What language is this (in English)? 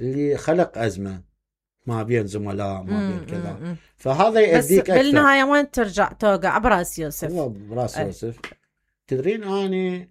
Mesopotamian Arabic